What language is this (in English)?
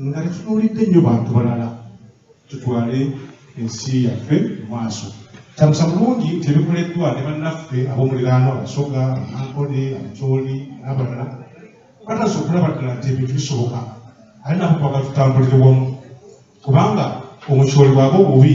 Ganda